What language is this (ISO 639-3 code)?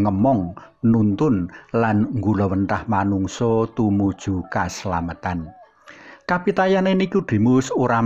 jav